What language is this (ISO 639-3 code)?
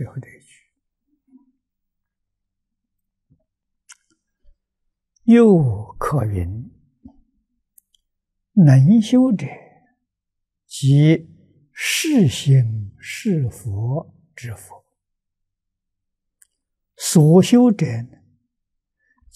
zho